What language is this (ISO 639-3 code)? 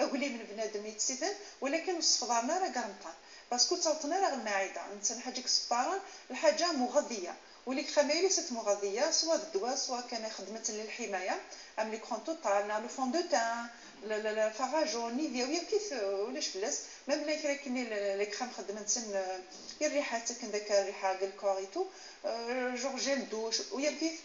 ary